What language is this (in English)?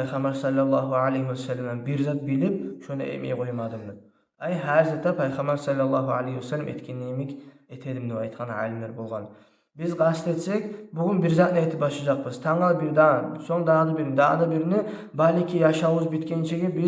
Kumyk